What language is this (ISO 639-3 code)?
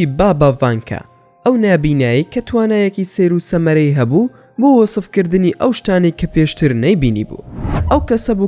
ckb